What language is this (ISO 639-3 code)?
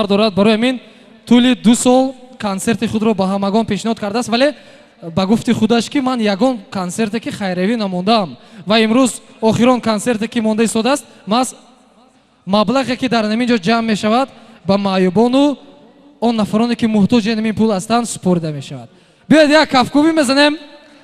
tgk